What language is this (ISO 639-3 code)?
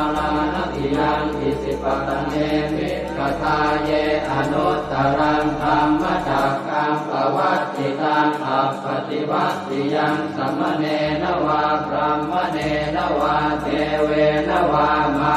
pli